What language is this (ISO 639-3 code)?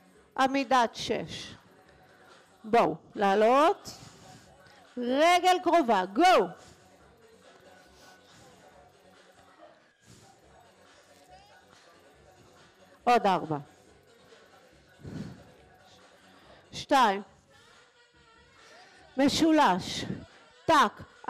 heb